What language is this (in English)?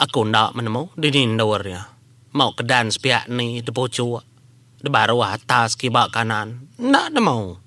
Iban